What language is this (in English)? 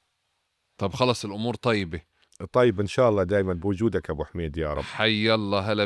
North Levantine Arabic